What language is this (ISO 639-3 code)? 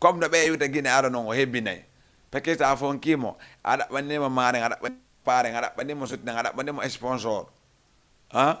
ful